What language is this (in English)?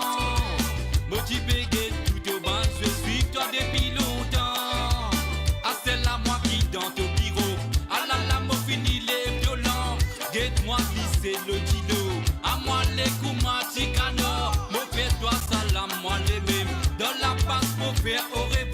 Morisyen